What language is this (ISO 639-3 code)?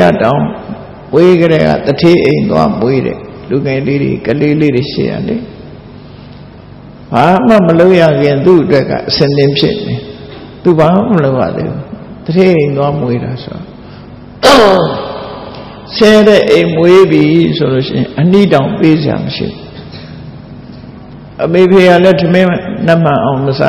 mya